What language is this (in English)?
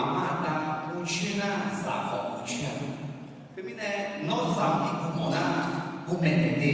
Akha